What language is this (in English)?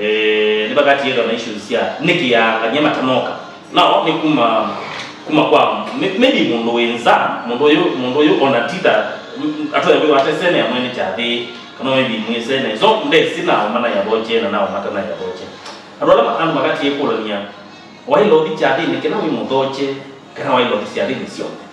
Kamba